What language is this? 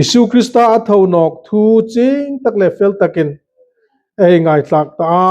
Hmar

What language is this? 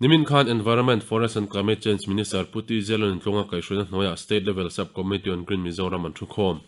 Mizo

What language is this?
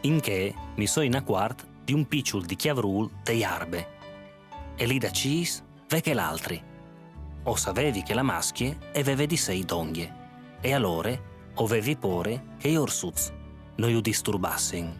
Friulian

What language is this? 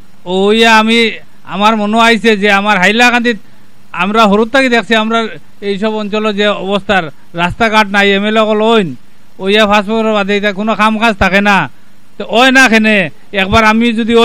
Sylheti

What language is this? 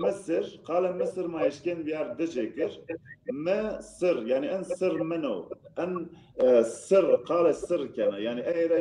Zaza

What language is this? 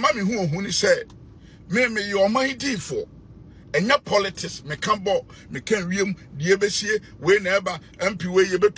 Akan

